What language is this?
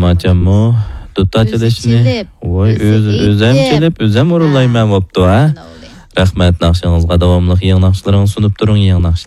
Uyghur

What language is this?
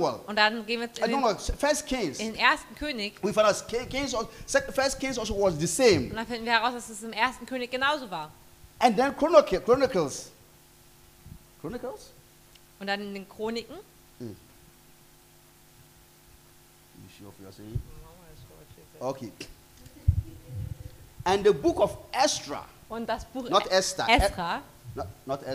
German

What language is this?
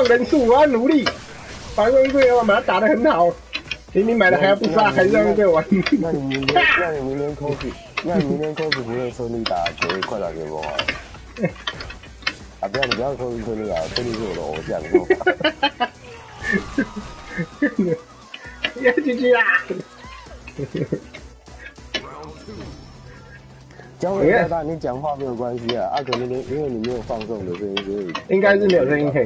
Chinese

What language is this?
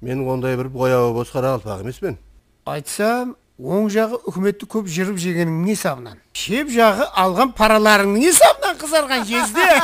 Kara-Kalpak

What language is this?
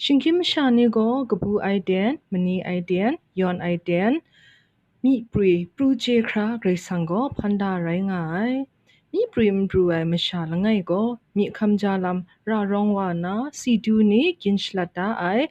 Kachin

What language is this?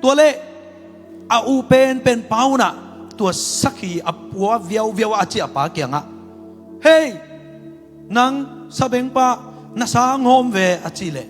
Tedim Chin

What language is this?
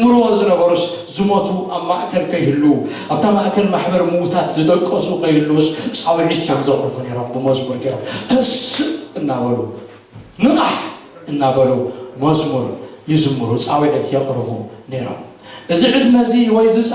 Tigrinya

